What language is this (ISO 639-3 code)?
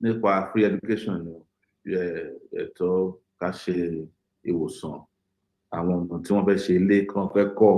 yor